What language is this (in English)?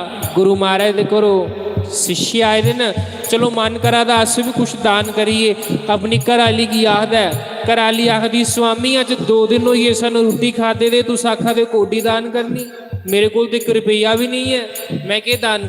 Dogri